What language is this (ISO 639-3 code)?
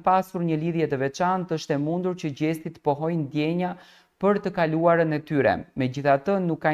sqi